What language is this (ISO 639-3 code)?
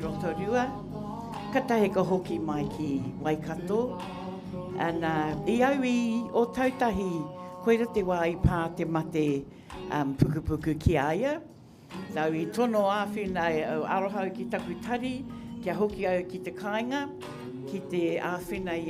mri